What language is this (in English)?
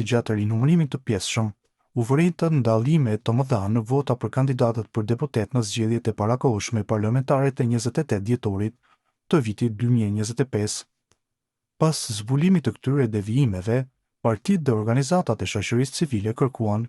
Albanian